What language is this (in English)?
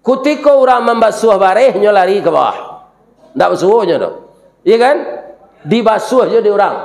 Minangkabau